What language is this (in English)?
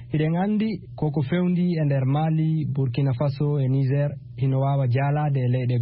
Fula